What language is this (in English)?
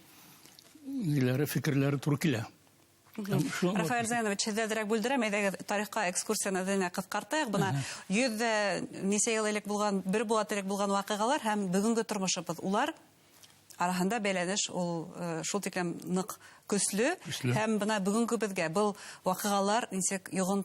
Bashkir